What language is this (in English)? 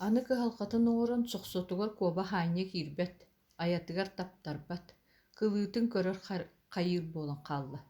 Yakut